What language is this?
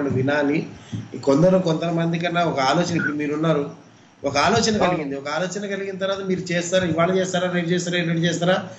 Telugu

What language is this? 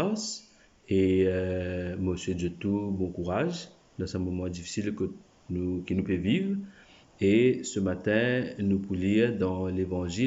Morisyen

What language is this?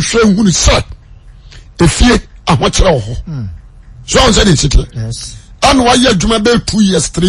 Akan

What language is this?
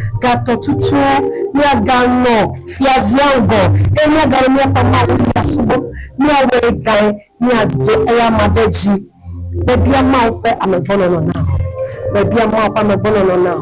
Ewe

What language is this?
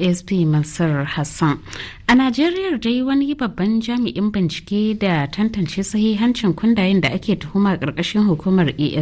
Hausa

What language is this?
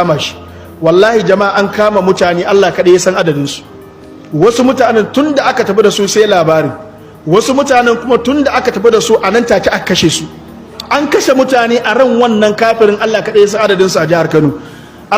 Hausa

